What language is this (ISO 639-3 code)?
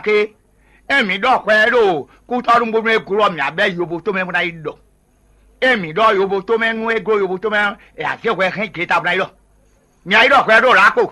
fon